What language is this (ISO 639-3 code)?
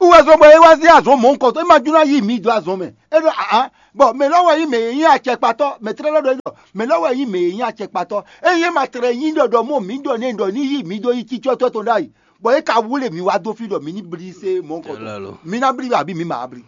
fon